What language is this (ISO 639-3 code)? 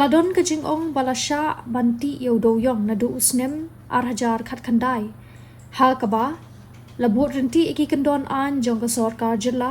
kha